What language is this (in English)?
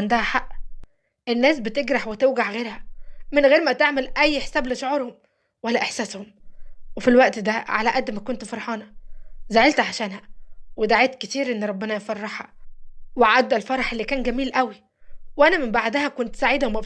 Egyptian Arabic